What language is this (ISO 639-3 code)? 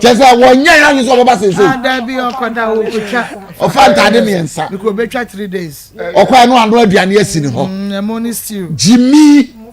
aka